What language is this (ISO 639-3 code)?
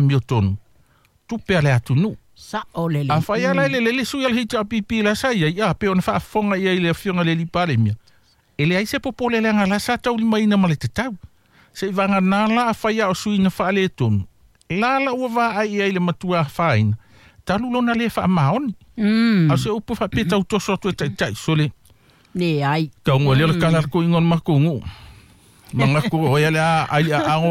smo